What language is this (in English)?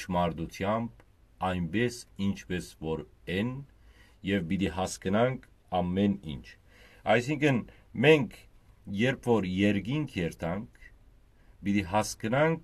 Western Armenian